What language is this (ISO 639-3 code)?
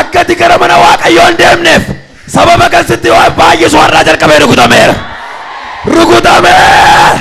orm